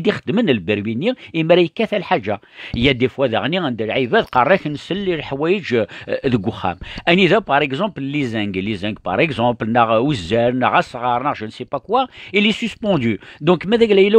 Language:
Kabyle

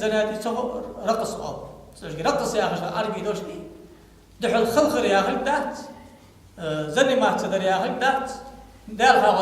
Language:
Ingush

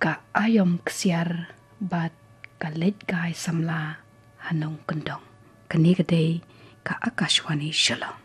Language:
Khasi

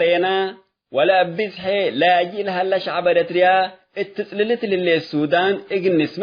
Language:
Tigre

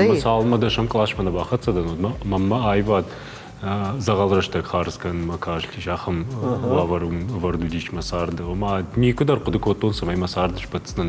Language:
Ossetic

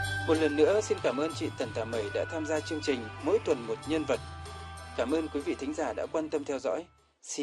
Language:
Vietnamese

